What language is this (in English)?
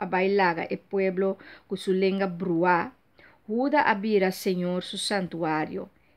Papiamento